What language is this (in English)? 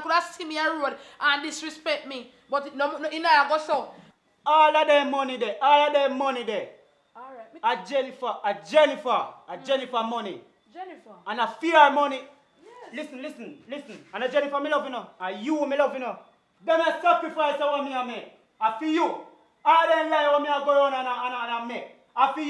Jamaican Creole English